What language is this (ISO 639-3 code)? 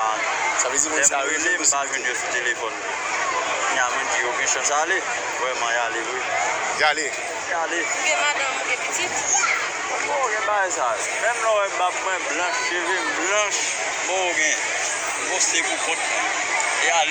hat